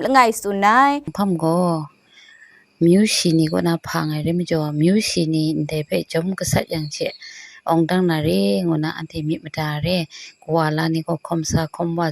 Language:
Kachin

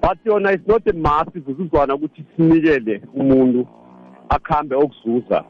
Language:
South Ndebele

